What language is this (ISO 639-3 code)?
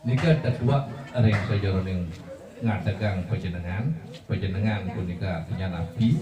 ban